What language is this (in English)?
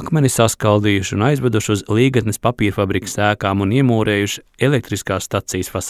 Latvian